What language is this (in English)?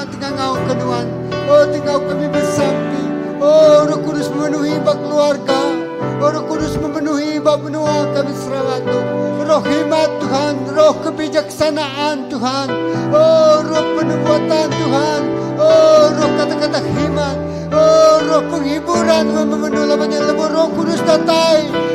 Iban